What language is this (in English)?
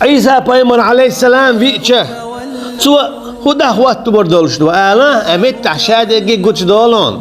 Chechen